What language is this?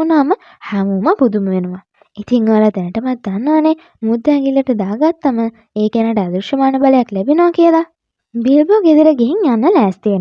Sinhala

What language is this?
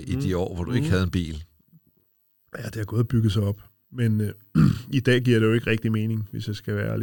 Danish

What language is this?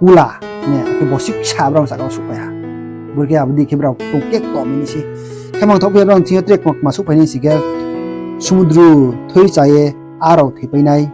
Riang (India)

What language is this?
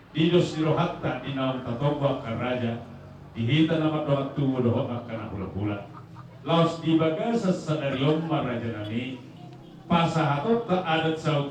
Batak Toba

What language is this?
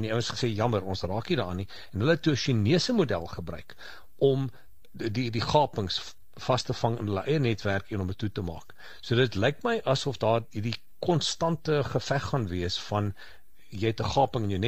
Afrikaans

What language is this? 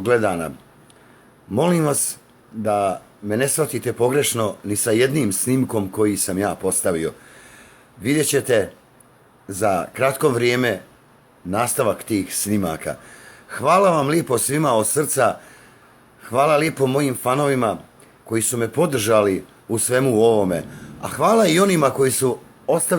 Bosnian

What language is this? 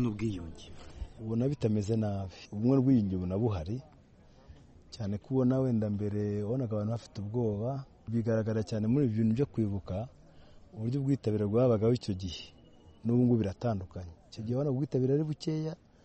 Kinyarwanda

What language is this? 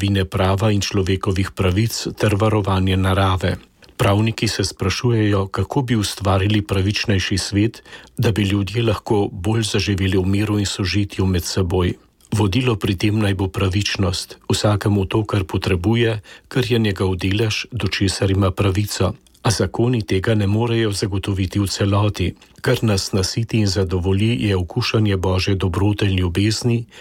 Slovenian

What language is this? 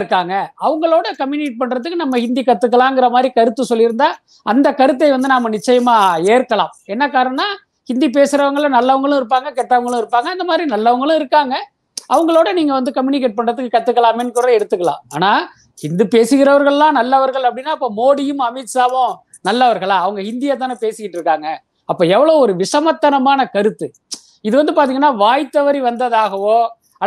Tamil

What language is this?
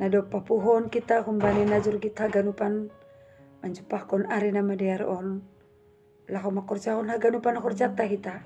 Batak Simalungun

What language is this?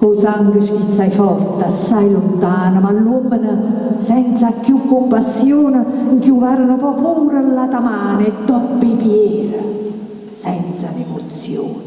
Neapolitan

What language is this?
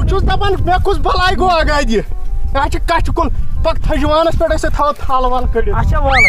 Kashmiri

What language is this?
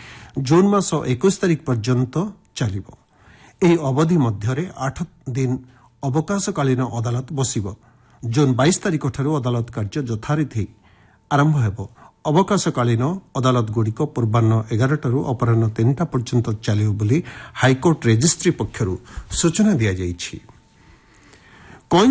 Odia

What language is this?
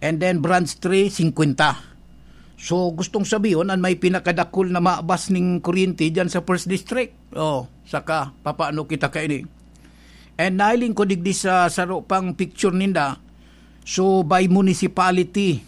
Bikol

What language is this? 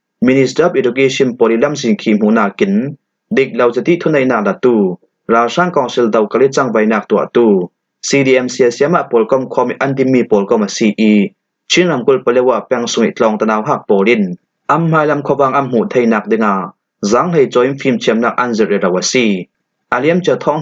Falam Chin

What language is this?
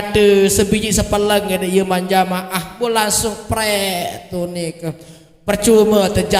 Sasak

